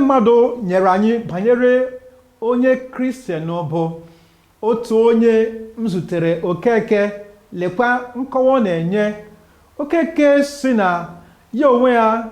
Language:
Igbo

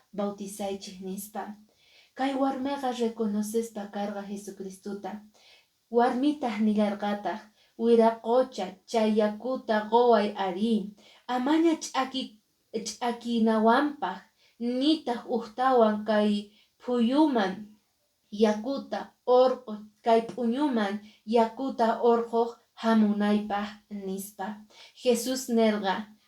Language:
Quechua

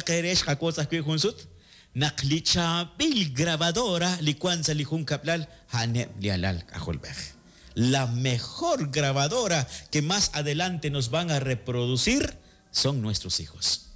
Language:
Kekchí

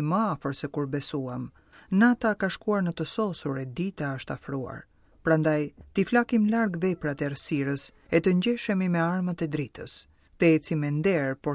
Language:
Albanian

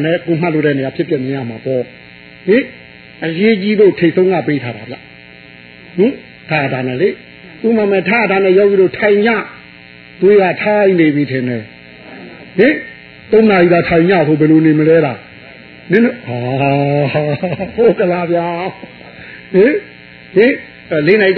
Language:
Burmese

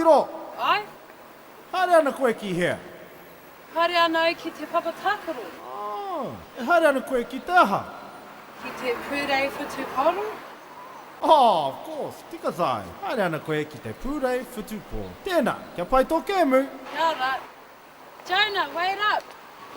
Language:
Māori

